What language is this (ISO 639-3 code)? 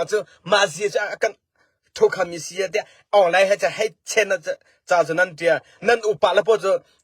cnh